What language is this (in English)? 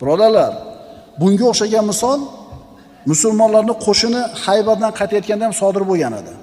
Uzbek